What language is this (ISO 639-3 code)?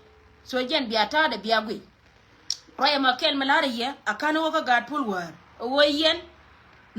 nus